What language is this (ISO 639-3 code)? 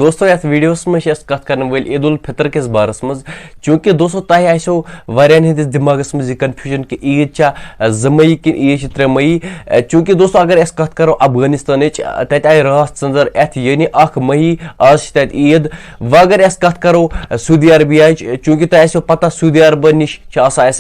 kas